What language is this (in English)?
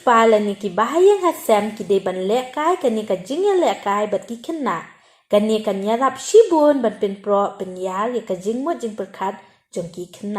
Khasi